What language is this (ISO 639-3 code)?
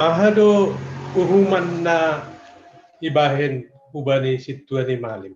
bts